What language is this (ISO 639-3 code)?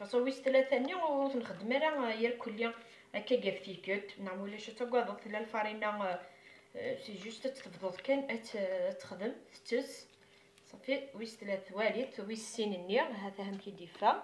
kab